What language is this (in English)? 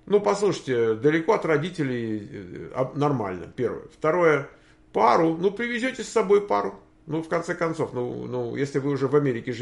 Russian